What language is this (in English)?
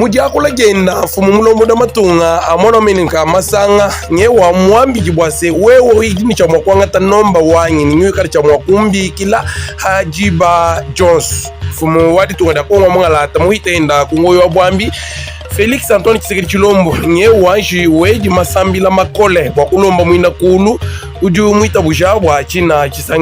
Luba-Lulua